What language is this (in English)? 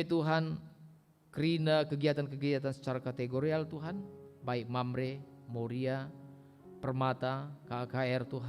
Batak Karo